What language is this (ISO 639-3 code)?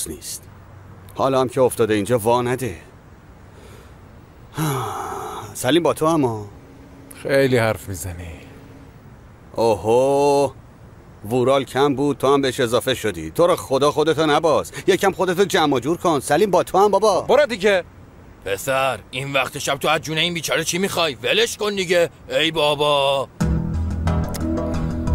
fas